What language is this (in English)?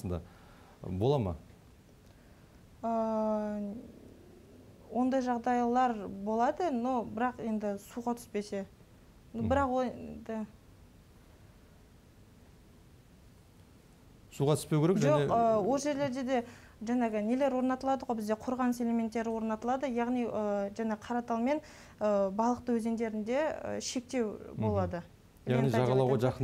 Kazakh